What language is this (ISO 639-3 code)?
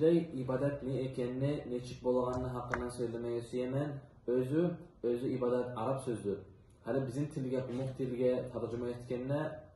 kum